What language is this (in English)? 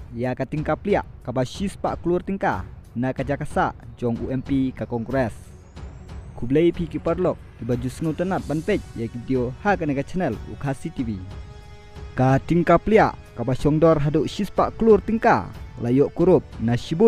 Khasi